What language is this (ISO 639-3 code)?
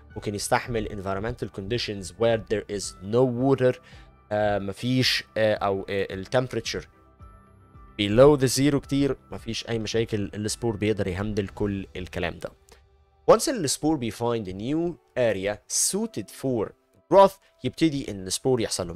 arz